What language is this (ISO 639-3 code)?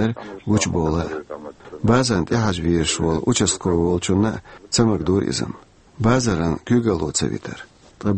che